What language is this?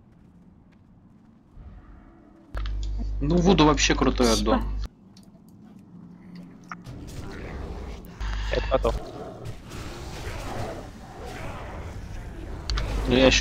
Russian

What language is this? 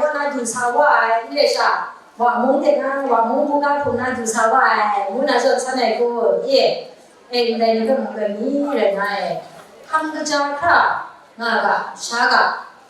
Kachin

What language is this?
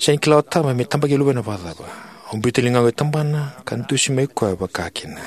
Fijian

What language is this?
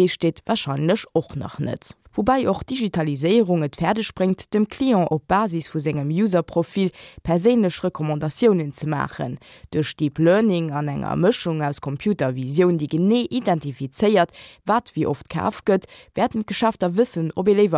Luxembourgish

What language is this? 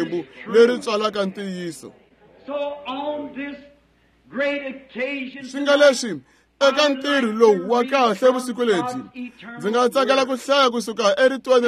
Tsonga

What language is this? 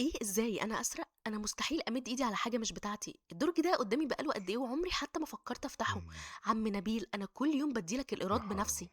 Egyptian Arabic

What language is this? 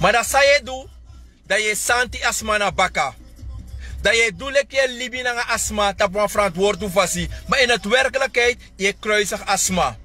Sranan Tongo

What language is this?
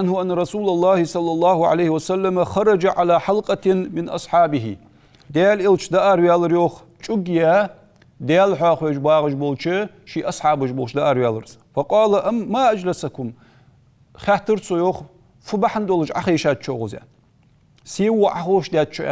Ingush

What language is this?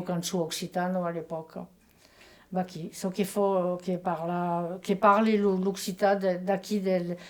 Occitan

